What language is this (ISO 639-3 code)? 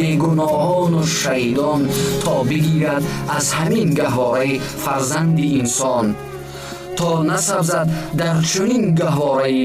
tgk